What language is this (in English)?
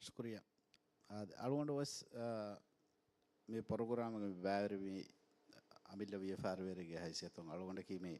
Divehi